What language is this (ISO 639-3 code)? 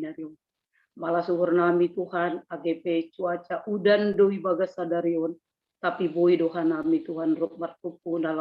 bts